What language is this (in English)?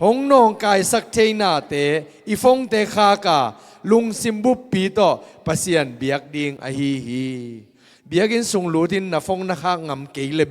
Tedim Chin